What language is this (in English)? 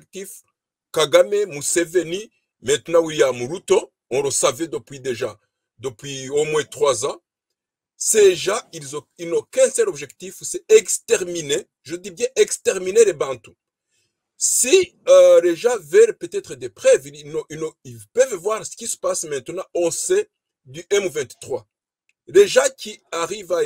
French